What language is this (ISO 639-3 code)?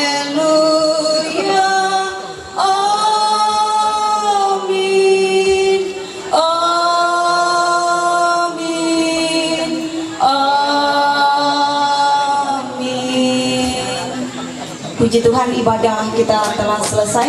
mhy